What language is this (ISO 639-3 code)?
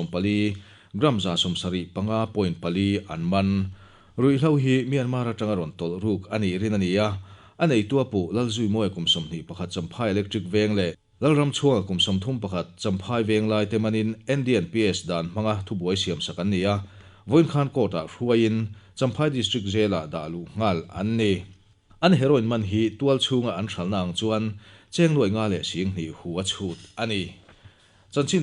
lus